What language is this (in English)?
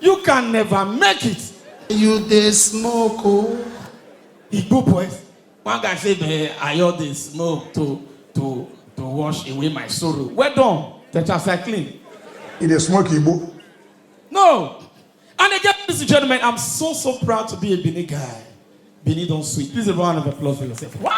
Nigerian Pidgin